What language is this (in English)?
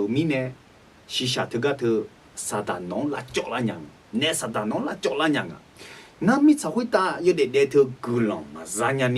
Akha